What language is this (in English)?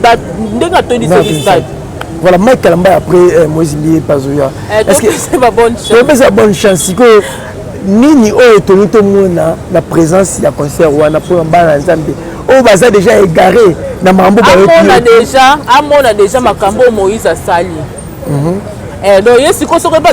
Lingala